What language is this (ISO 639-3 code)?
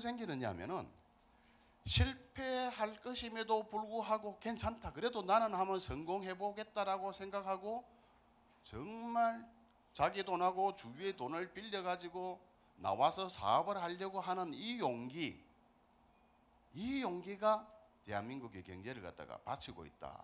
kor